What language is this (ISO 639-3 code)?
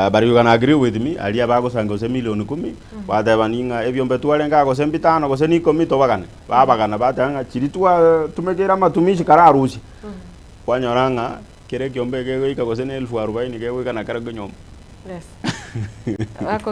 guz